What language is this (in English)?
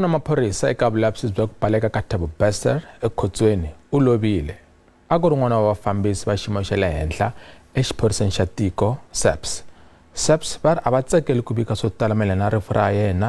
Tsonga